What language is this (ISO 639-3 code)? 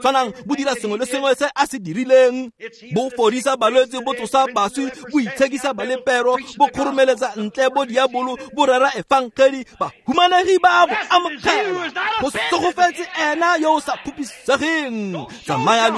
tsn